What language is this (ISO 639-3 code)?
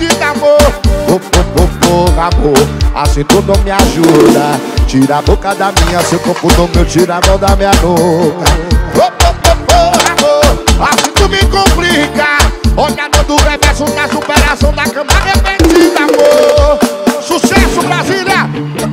por